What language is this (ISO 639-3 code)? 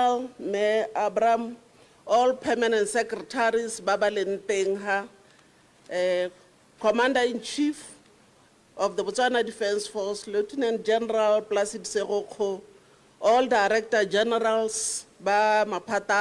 tsn